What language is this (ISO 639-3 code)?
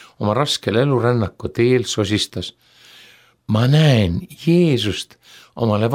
est